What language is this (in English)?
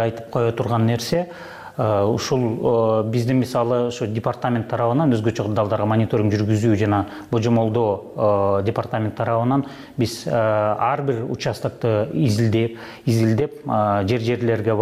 Kyrgyz